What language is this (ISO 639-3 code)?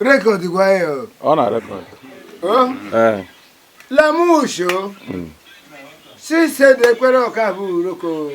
ibo